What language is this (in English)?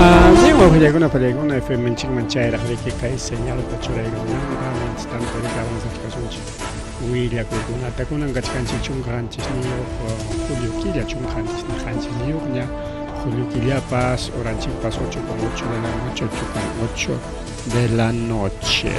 Ayacucho Quechua